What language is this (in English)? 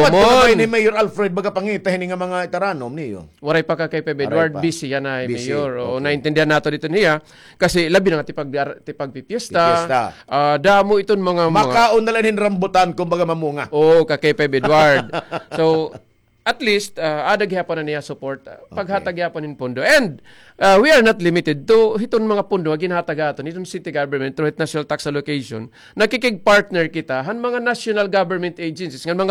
Waray